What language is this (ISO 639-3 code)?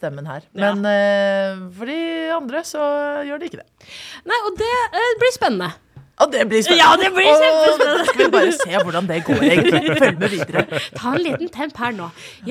nor